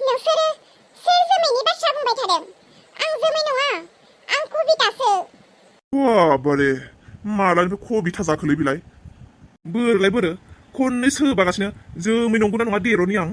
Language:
Bodo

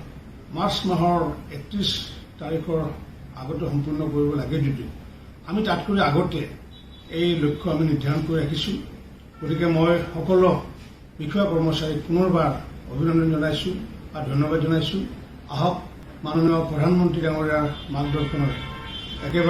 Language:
Assamese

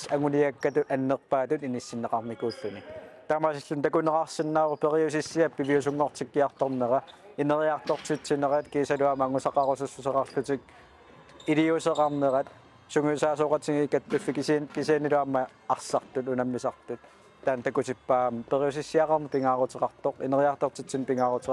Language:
Kalaallisut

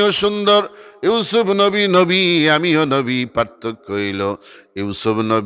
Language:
Sylheti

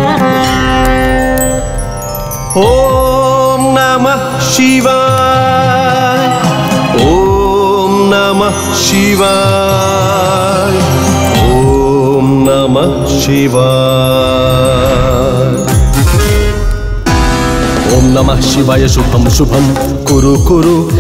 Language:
Telugu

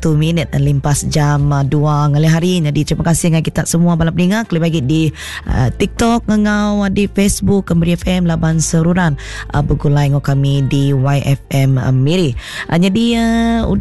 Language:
Iban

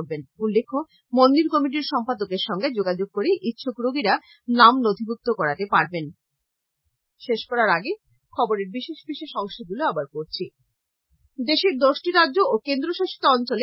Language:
Bangla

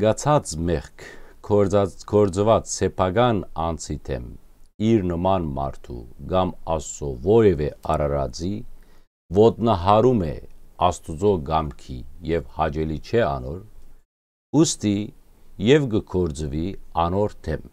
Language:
Western Armenian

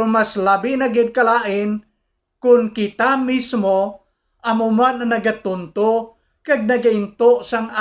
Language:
Hiligaynon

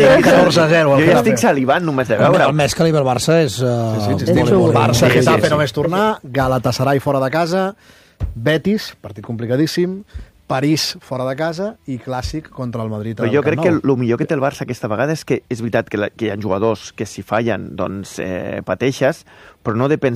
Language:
Catalan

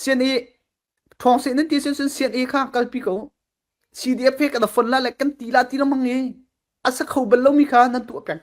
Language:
Falam Chin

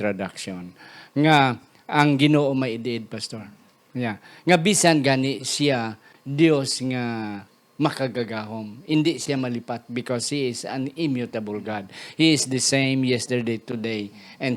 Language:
Hiligaynon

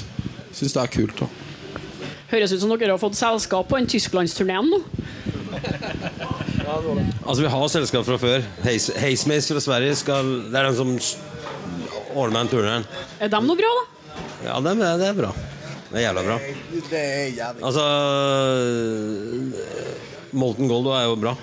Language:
Norwegian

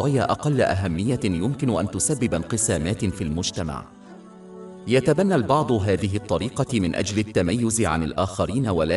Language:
Arabic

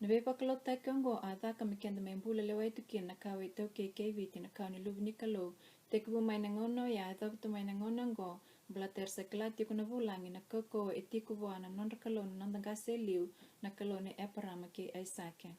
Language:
Fijian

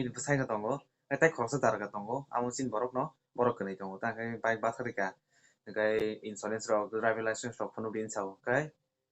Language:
Kok Borok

